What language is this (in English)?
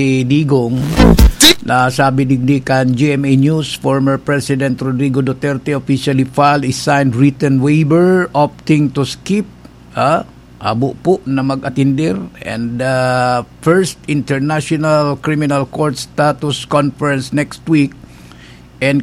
Bikol